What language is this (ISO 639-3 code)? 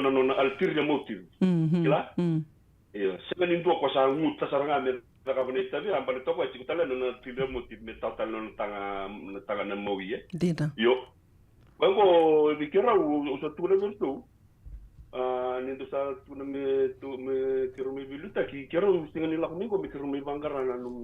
fij